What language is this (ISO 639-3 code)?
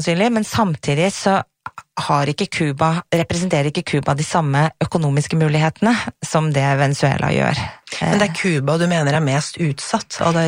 nor